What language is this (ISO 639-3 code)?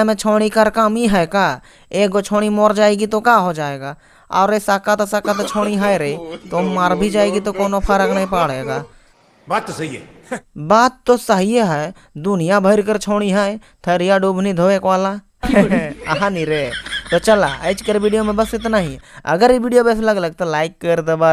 sck